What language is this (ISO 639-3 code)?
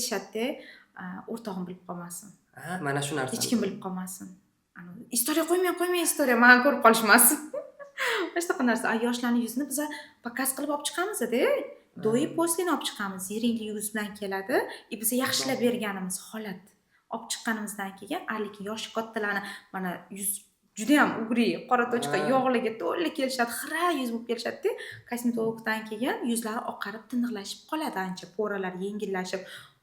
uzb